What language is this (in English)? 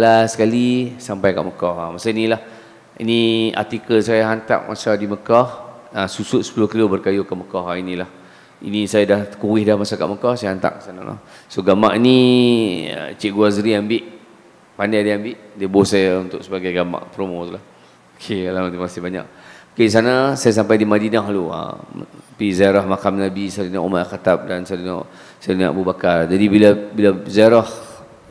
Malay